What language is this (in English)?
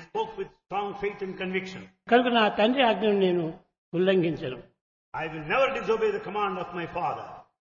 Telugu